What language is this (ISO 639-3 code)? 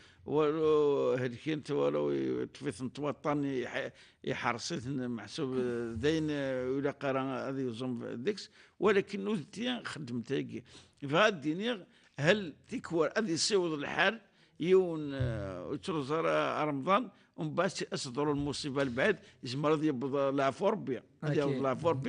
kab